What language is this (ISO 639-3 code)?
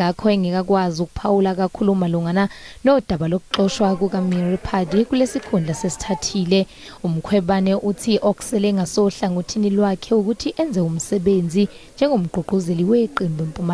zul